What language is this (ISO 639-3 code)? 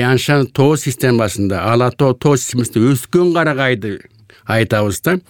kir